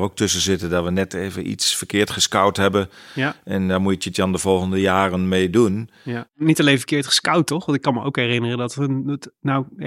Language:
Dutch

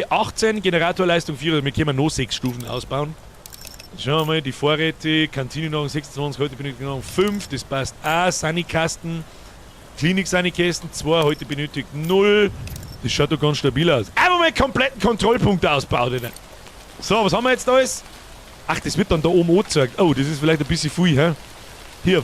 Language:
Bavarian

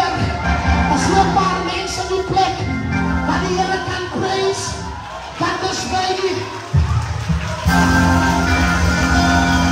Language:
Afrikaans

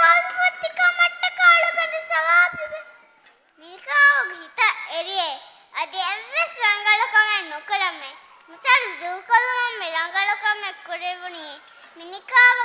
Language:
Divehi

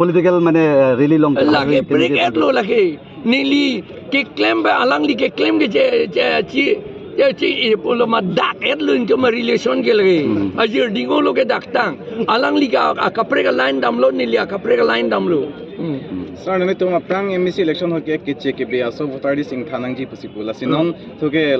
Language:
Karbi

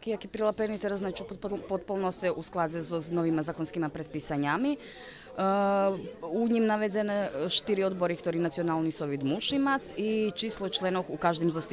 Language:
Rusyn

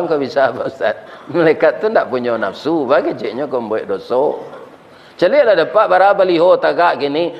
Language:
Minangkabau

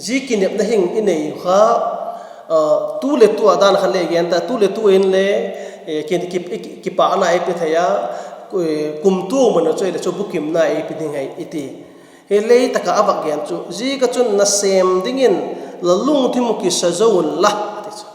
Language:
Vaiphei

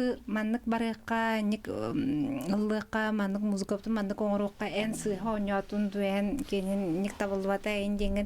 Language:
Yakut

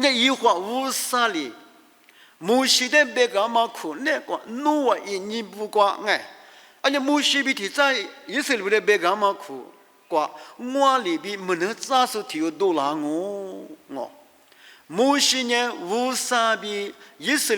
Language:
Lisu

